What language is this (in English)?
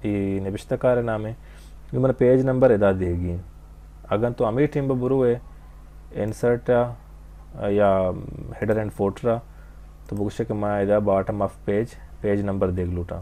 Baluchi